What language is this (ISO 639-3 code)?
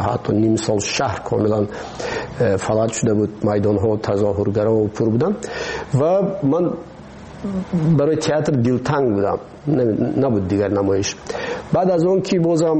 fas